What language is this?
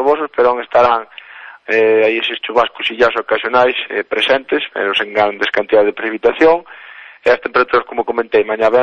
Galician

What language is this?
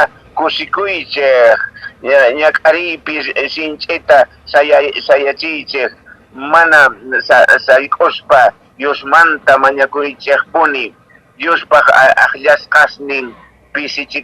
Quechua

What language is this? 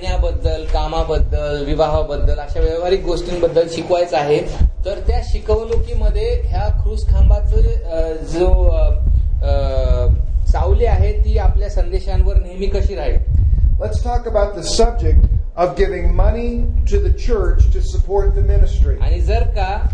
Marathi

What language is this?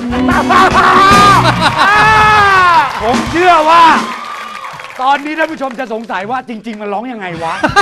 Thai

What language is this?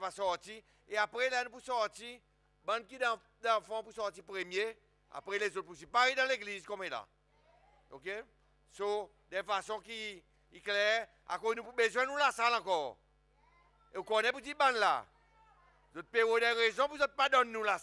Seselwa Creole French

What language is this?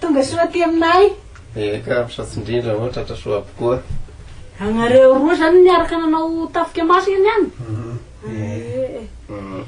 Malagasy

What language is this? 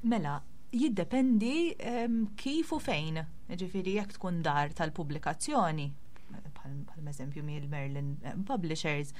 Maltese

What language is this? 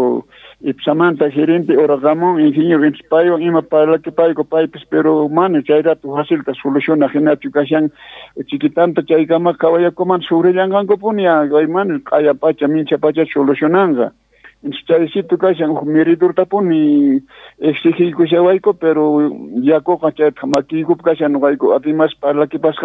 South Bolivian Quechua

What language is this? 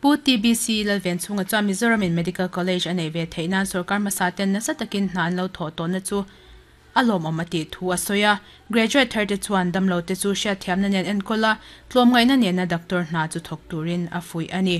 Mizo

